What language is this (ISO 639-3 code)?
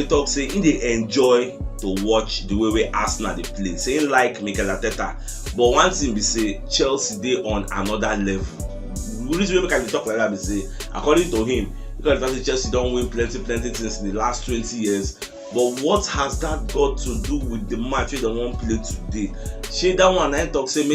pcm